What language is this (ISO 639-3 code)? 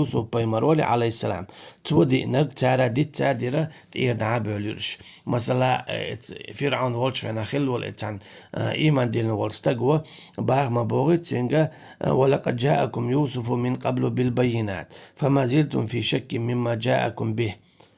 che